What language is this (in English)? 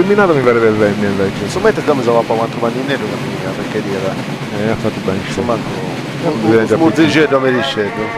Sardinian